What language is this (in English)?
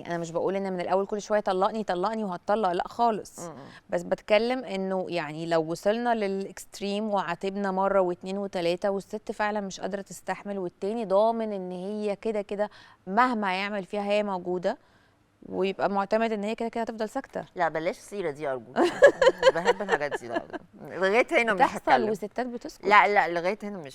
Egyptian Arabic